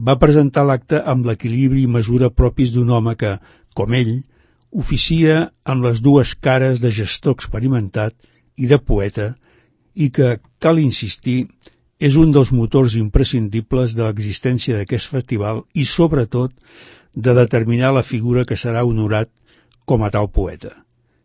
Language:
Catalan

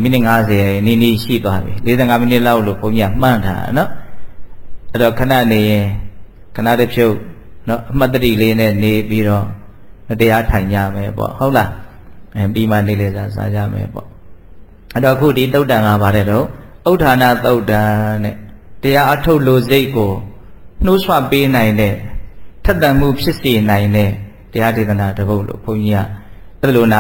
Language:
Burmese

